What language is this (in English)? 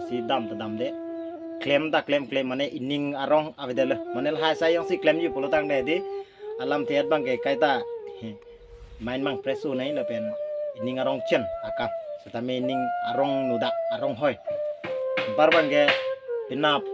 Karbi